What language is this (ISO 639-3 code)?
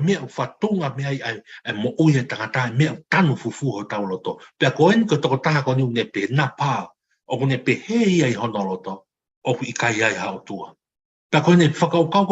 ton